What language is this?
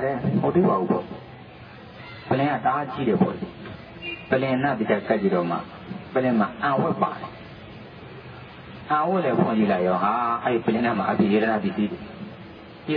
Burmese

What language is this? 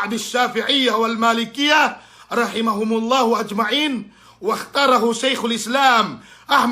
Yakan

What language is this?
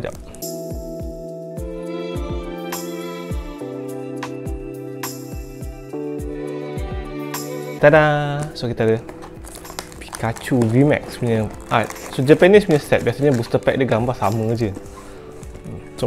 Malay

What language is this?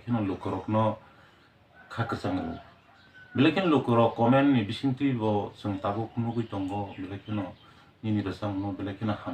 Kok Borok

